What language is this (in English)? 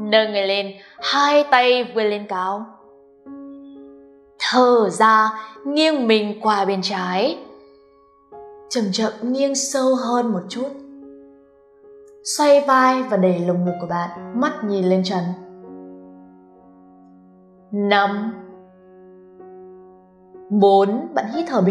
Vietnamese